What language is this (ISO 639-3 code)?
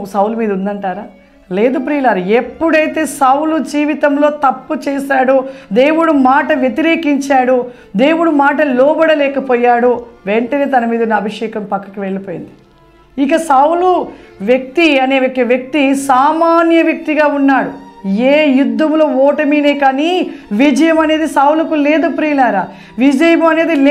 tel